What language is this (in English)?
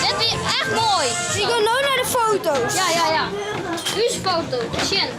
Western Frisian